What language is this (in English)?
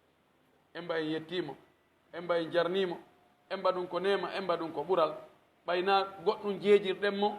Pular